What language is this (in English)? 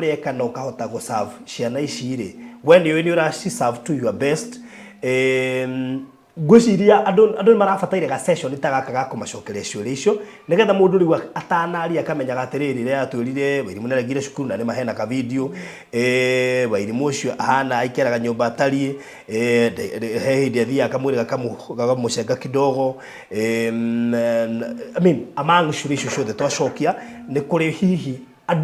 Kikuyu